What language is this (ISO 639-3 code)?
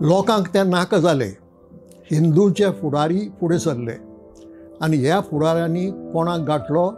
kok